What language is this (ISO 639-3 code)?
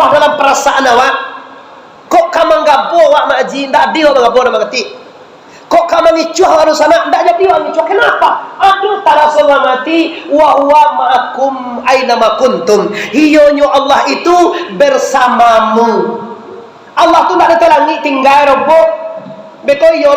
min